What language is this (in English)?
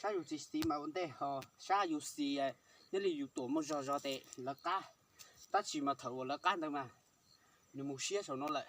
Hmong